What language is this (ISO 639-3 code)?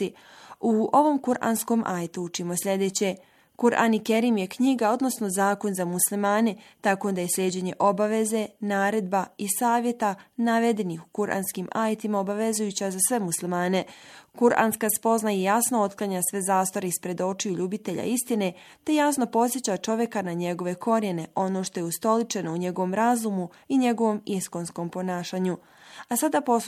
bos